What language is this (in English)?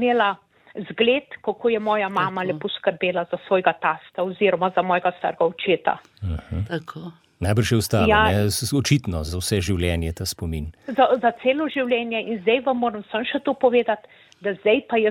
Slovenian